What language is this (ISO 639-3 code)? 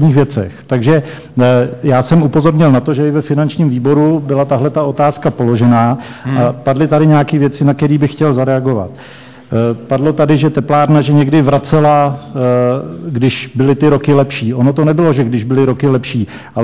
ces